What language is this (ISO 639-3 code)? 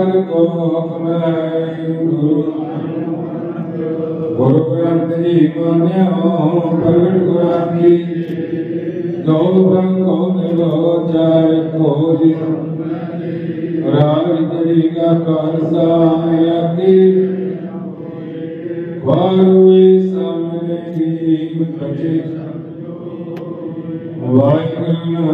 pan